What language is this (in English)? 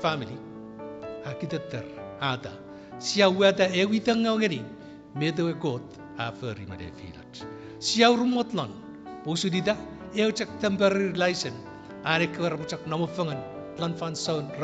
Chuukese